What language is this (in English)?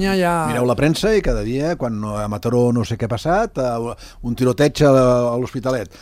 Catalan